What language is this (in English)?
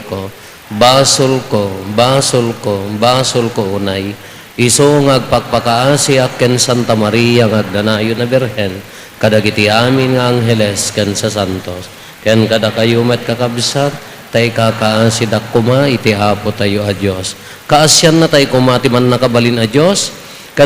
Iloko